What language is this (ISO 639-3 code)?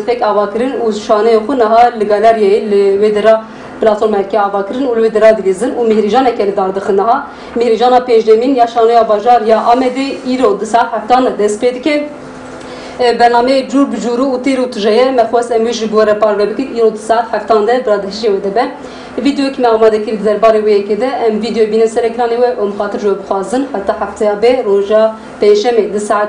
kur